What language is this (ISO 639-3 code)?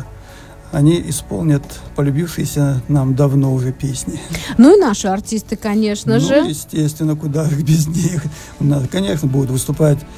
rus